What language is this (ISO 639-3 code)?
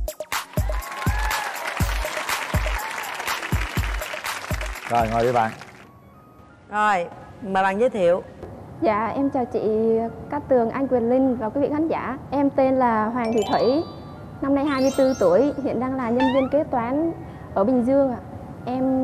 vie